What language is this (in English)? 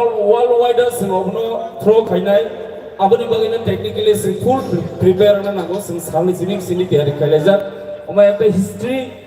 Kok Borok